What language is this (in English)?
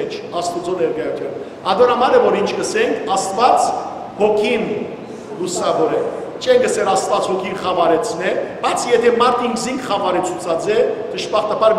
Western Armenian